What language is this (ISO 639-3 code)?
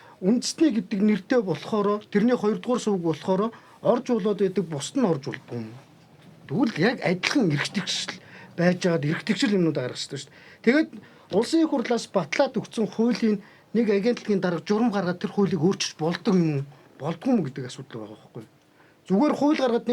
mon